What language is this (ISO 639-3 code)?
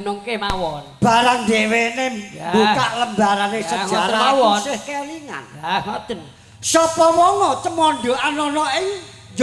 jav